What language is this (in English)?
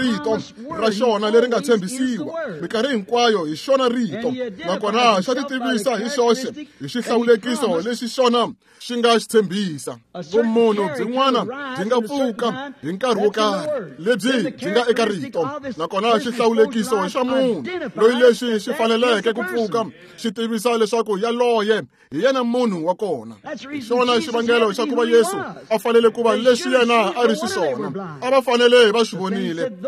Tsonga